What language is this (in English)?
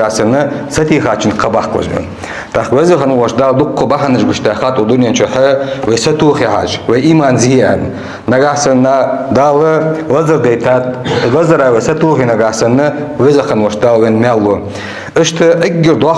Ingush